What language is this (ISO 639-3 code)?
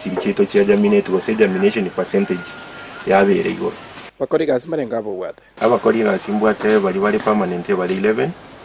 guz